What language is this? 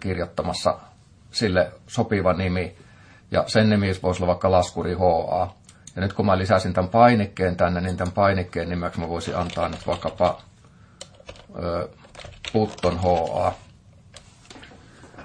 Finnish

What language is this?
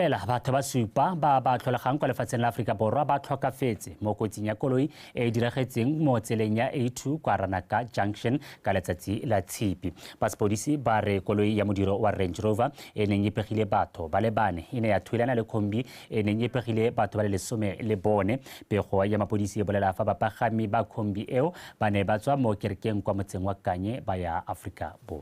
Tswana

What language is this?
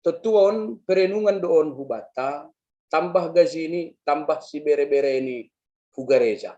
Batak Simalungun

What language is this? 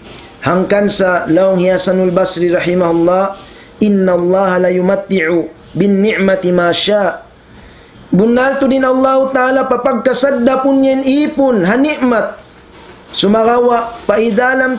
Tausug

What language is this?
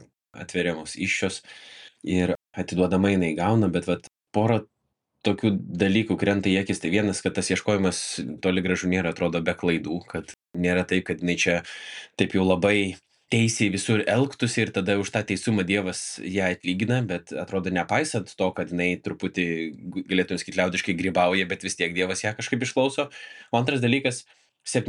Lithuanian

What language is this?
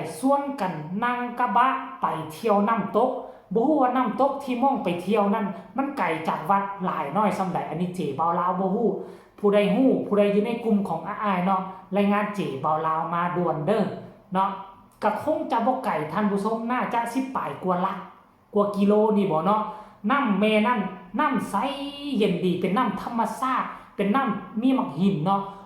Northeastern Thai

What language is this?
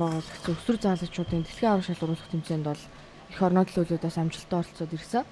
Mongolian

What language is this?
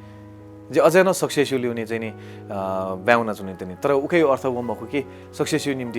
Newari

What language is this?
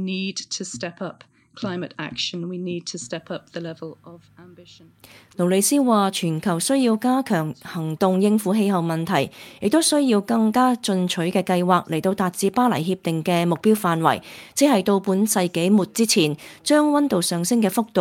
Cantonese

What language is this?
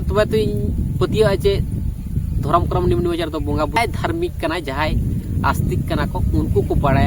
Santali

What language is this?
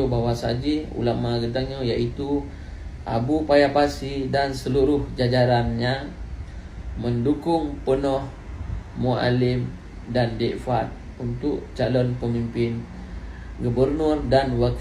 Achinese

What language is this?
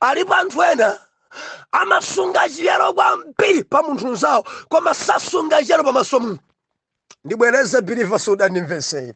Nyanja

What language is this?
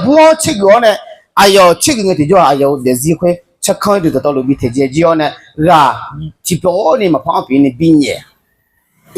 Akha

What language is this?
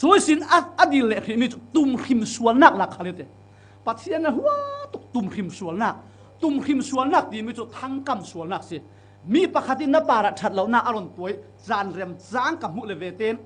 Falam Chin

